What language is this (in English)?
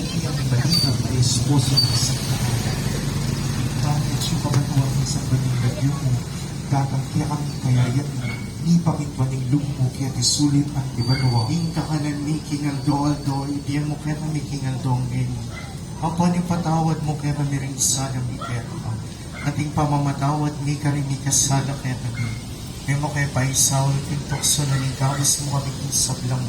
Pampanga